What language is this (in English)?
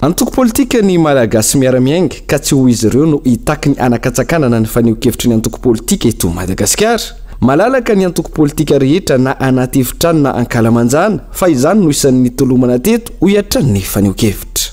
Malagasy